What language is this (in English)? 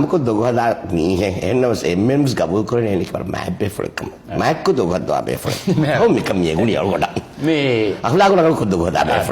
Divehi